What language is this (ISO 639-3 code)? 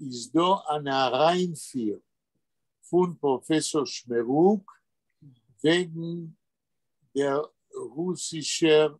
yid